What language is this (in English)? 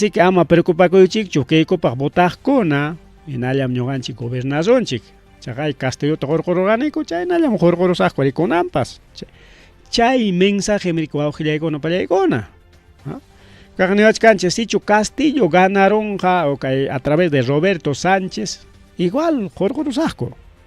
Ayacucho Quechua